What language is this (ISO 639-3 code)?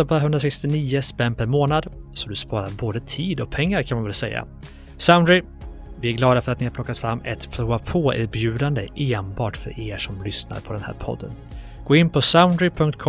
swe